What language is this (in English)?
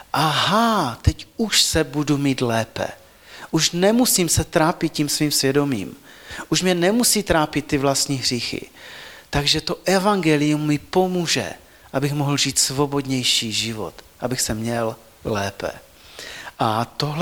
Czech